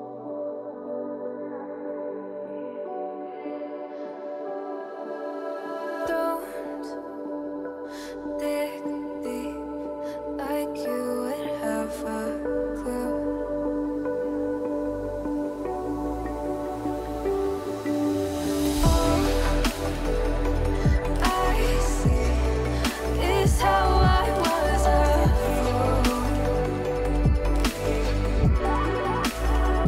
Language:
English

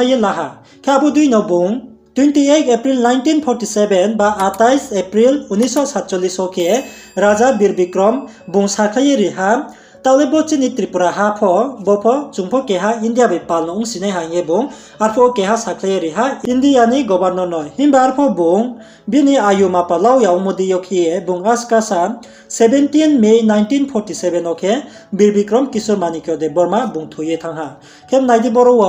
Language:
Riang (India)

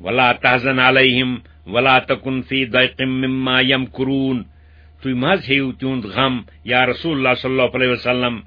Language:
Kashmiri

